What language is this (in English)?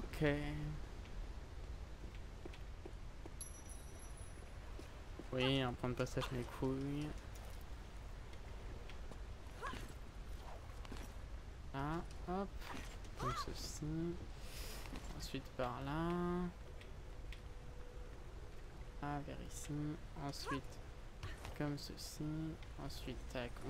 French